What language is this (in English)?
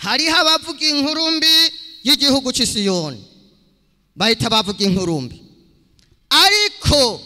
Rundi